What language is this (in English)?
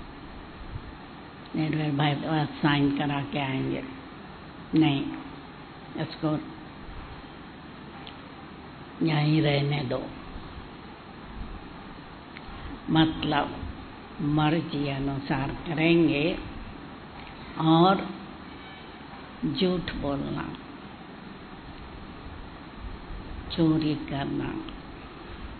Hindi